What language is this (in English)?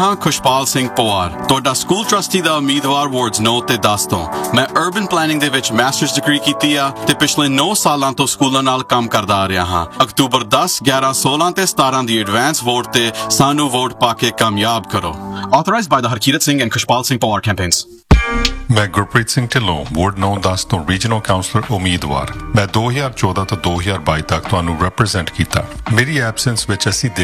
Punjabi